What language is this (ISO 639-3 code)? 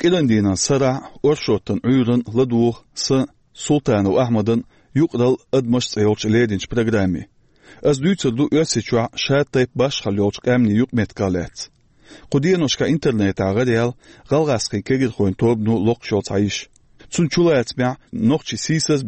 che